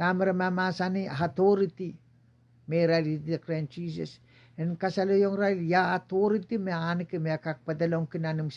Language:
Pohnpeian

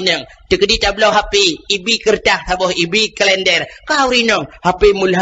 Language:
Achinese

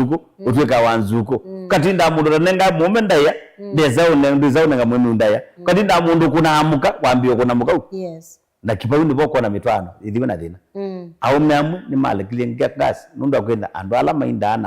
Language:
Kamba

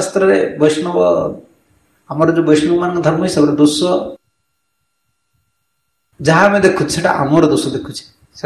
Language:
Odia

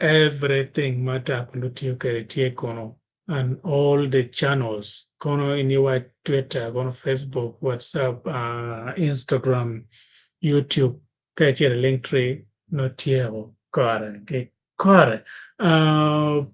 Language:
Acoli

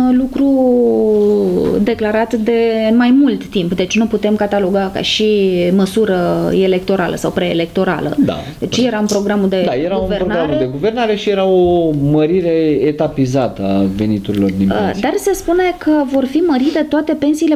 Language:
Romanian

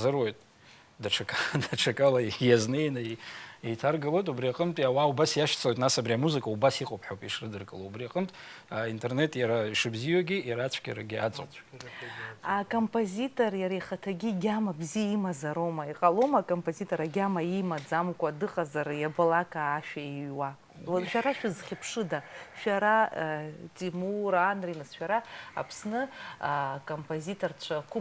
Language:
Abkhazian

